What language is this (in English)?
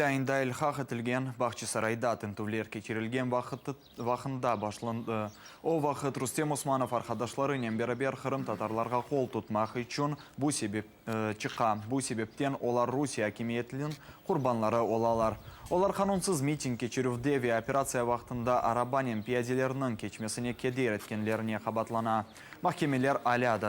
Crimean Tatar